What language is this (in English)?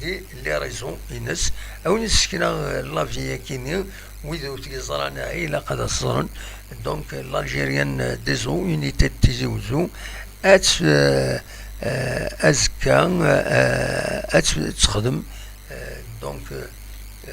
Kabyle